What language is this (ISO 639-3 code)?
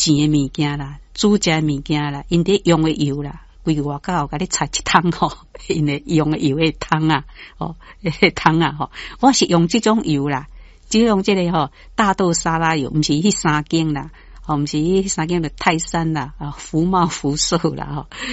nan